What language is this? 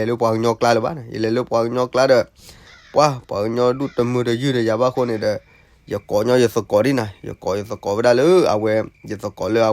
S'gaw Karen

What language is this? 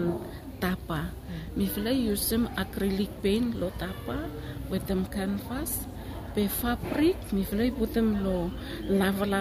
Bislama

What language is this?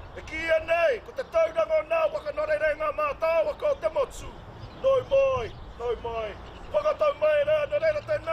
Māori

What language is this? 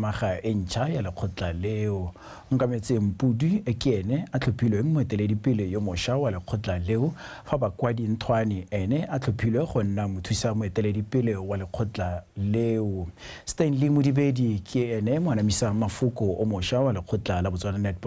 Tswana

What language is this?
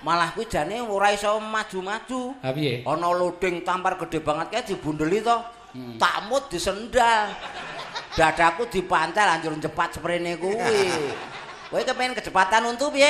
Javanese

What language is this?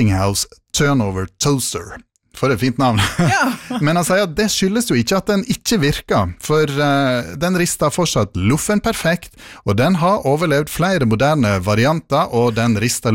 Norwegian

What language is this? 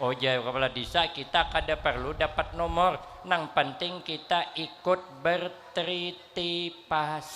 Banjar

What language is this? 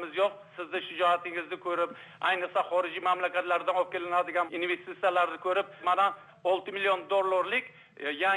Uzbek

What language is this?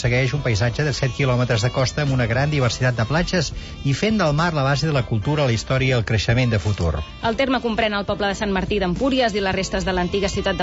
Catalan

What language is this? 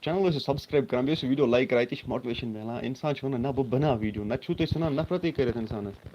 Kashmiri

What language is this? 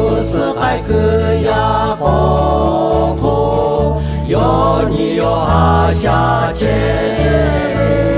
Lahu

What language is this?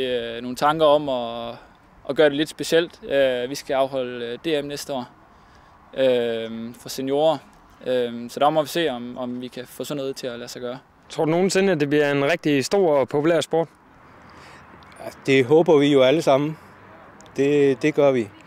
Danish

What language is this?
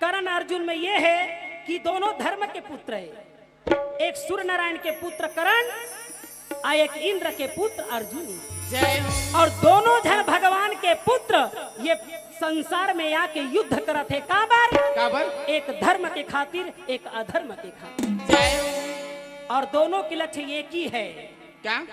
Chhattisgarhi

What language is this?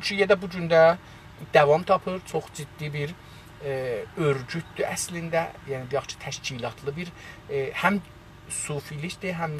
South Azerbaijani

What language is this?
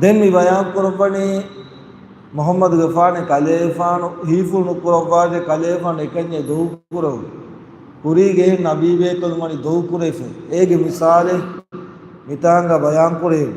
Divehi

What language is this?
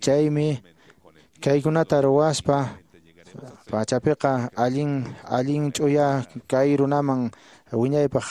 Quechua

